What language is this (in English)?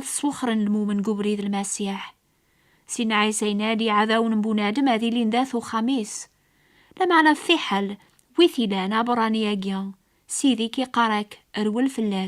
Kabyle